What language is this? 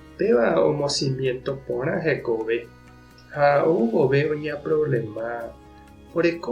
Guarani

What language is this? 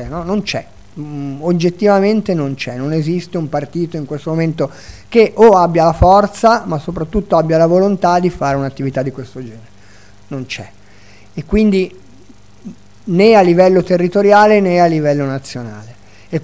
Italian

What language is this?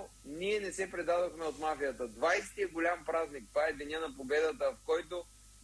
Bulgarian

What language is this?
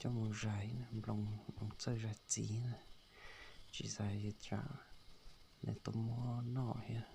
Hmong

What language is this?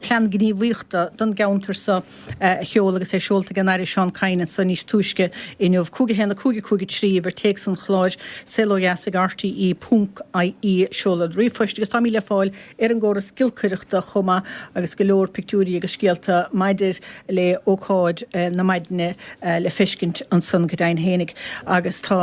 Irish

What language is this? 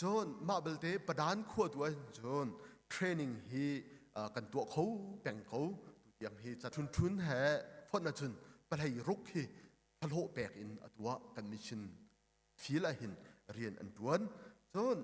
Hakha Chin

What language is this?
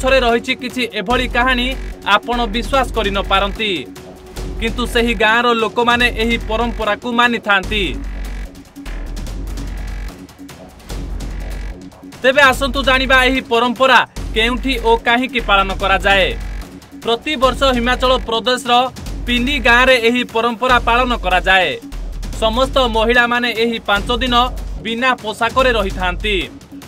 Odia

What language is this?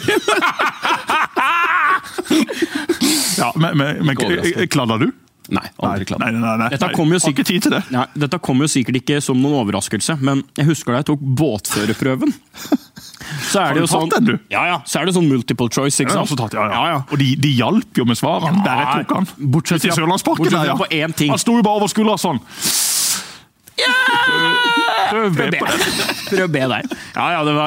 Norwegian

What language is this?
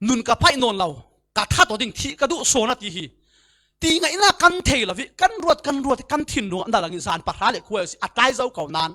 Falam Chin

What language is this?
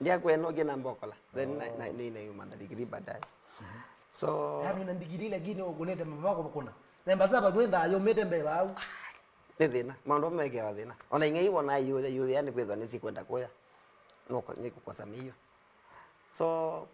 Kamba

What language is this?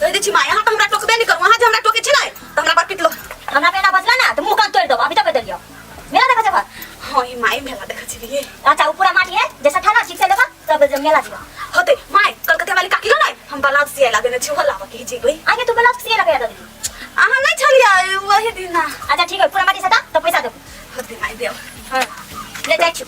Maithili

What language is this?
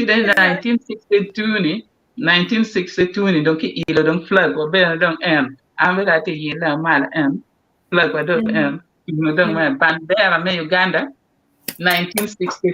Acoli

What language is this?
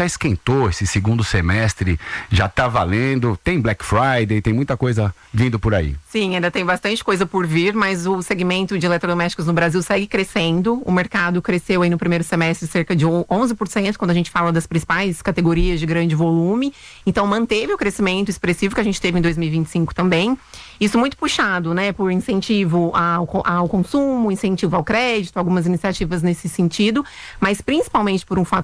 Portuguese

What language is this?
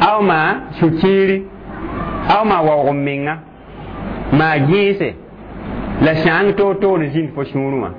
Mossi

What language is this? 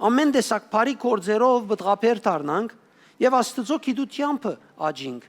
Western Armenian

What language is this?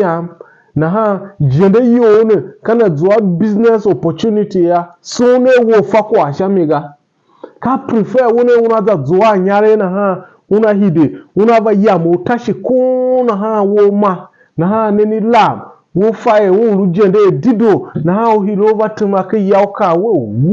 Tiv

